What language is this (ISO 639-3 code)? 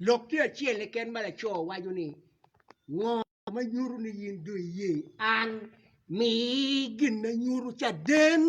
ach